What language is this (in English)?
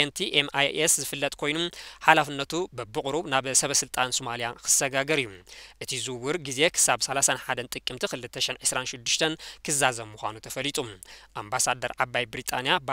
Tigrinya